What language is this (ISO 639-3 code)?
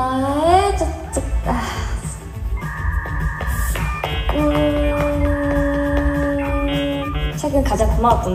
kor